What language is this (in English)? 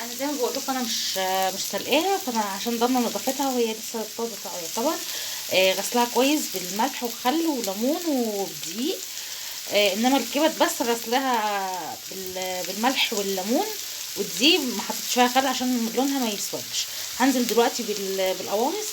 Egyptian Arabic